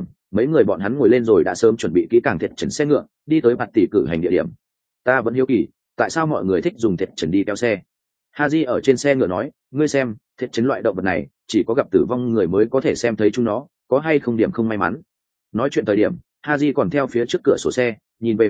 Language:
Vietnamese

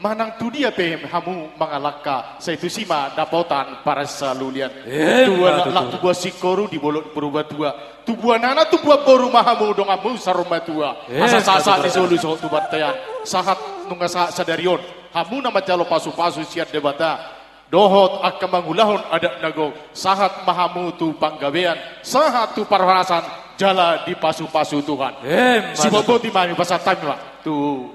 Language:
Batak Toba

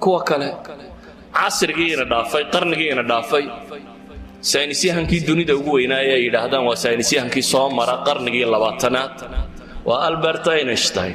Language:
Somali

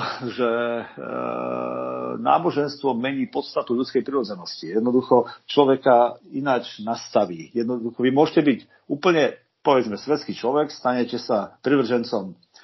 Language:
Slovak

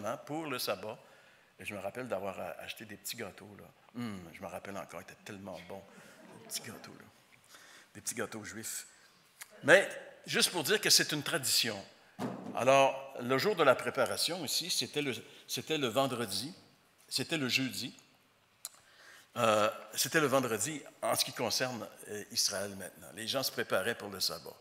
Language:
French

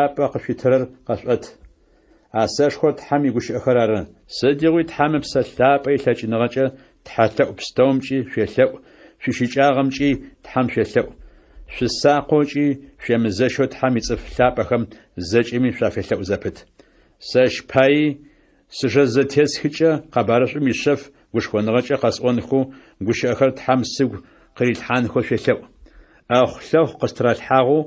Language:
Adyghe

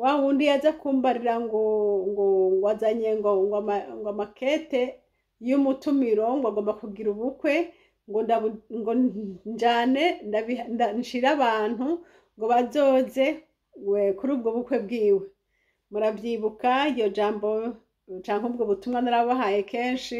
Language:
Rundi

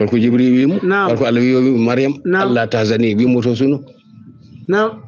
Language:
Fula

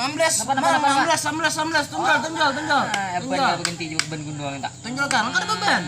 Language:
Banjar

